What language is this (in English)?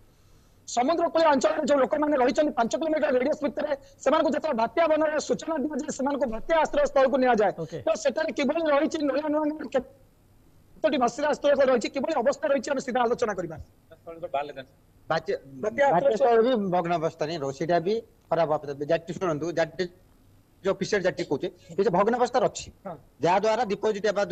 Odia